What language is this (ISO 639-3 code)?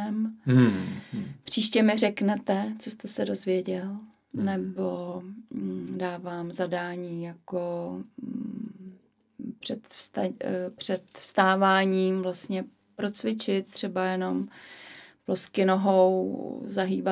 ces